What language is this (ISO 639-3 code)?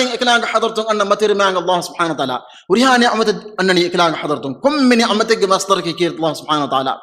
div